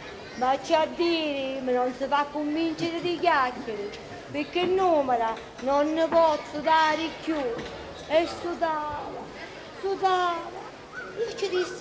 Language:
Sicilian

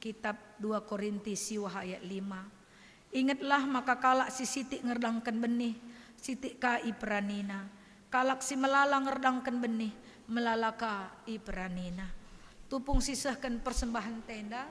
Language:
Batak Karo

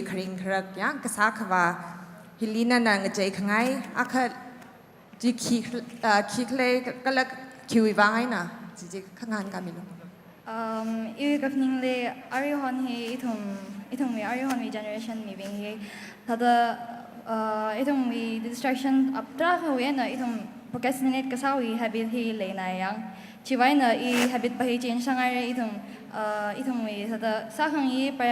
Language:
Tangkhul Naga (India)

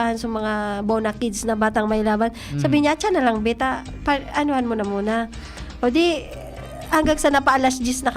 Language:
Bikol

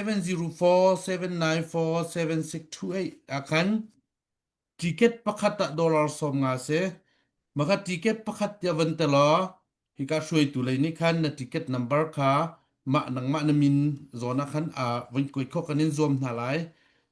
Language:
Hakha Chin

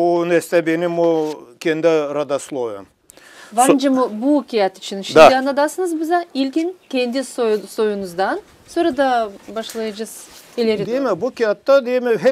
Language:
Gagauz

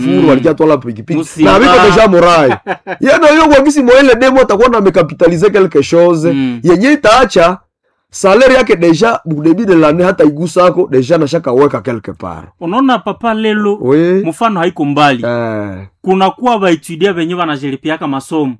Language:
Swahili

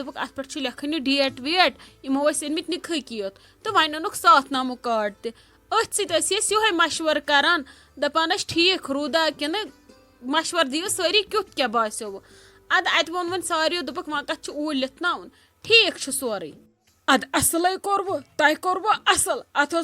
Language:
Kashmiri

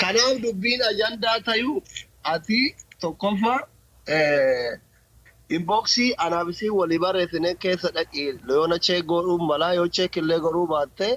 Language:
Oromo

